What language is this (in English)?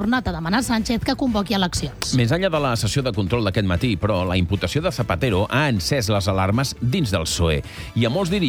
Catalan